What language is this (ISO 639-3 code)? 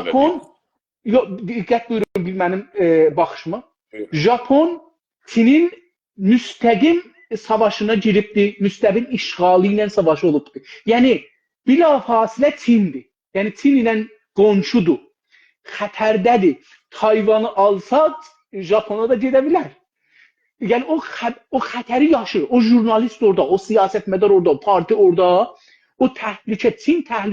azb